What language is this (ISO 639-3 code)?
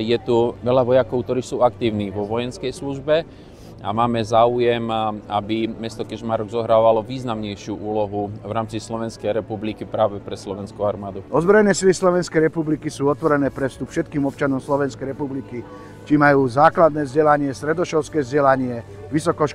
slk